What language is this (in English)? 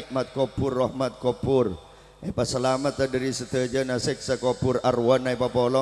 Madurese